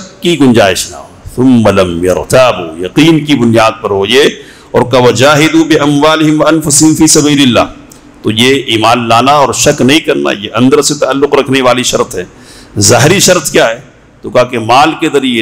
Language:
Urdu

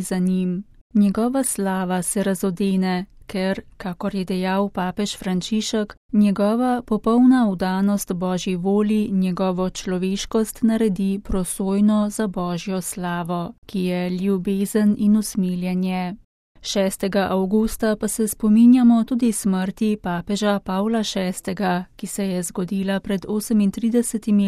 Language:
Slovenian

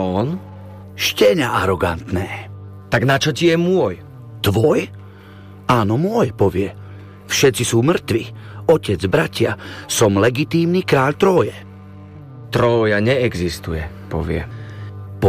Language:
Slovak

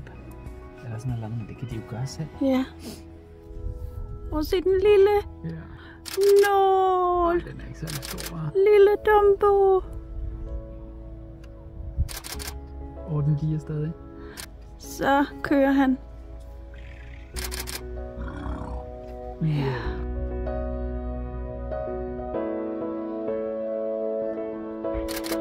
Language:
Danish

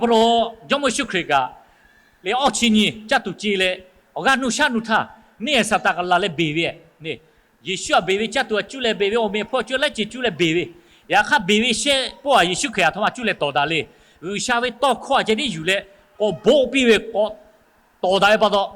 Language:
Lahu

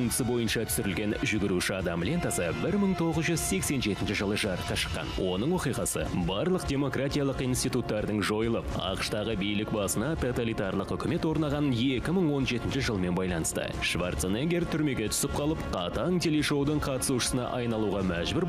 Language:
Kazakh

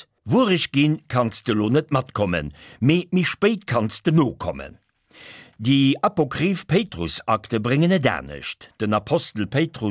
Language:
Luxembourgish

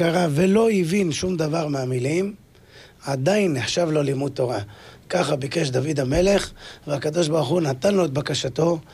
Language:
Hebrew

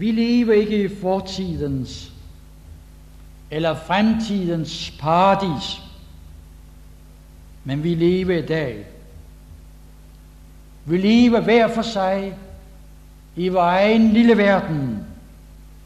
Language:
Danish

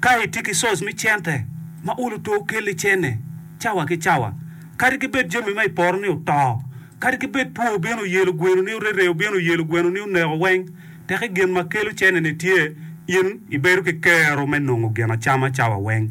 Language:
Acoli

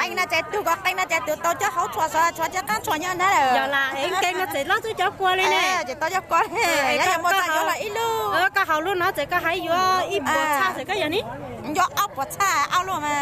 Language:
Hmong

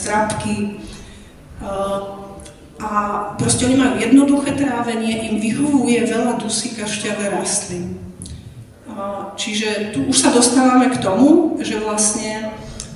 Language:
Slovak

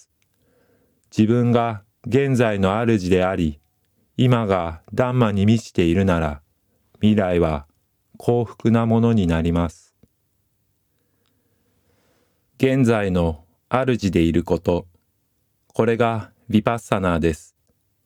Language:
Japanese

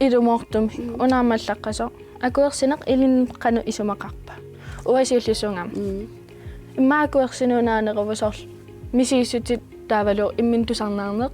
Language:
Kalaallisut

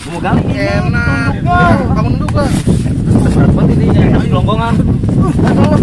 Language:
Betawi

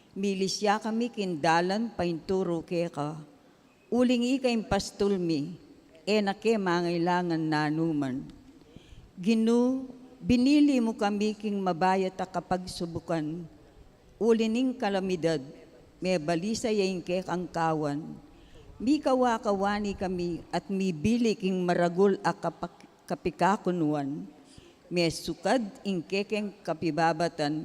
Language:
Pampanga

